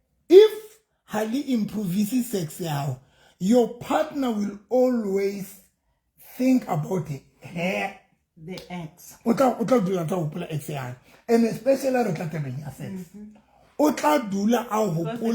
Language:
Southern Sotho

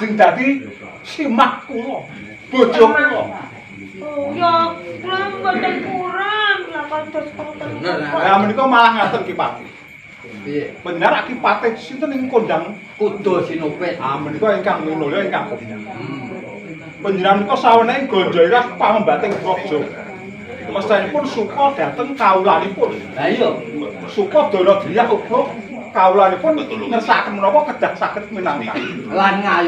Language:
Javanese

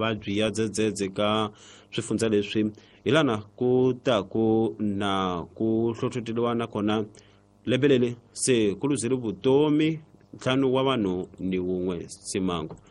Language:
Tsonga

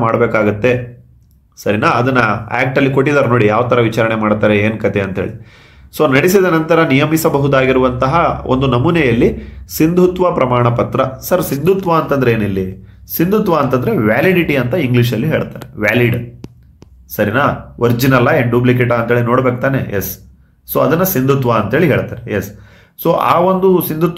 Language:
Kannada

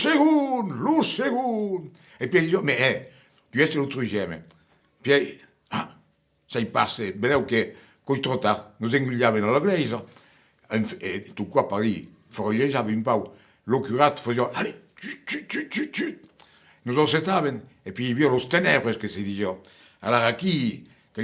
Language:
Occitan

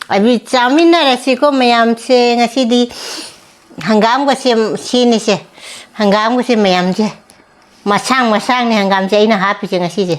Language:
Manipuri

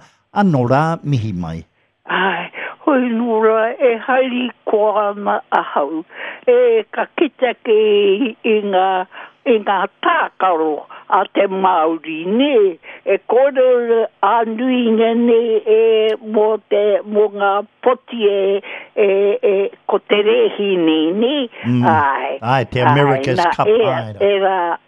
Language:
Māori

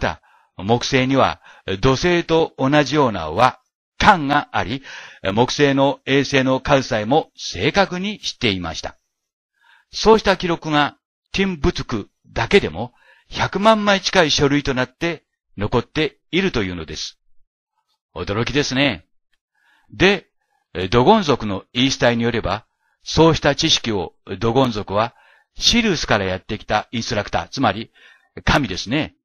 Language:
Japanese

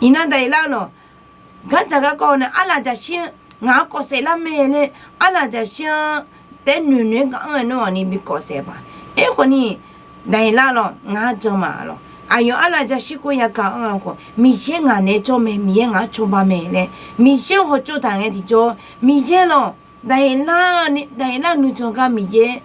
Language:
Akha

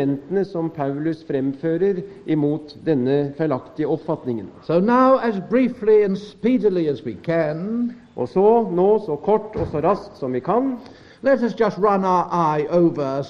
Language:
Norwegian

